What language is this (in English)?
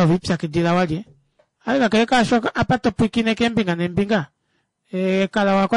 Kuanyama